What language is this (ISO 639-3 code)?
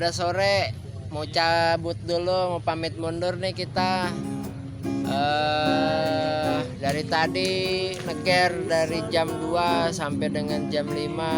bew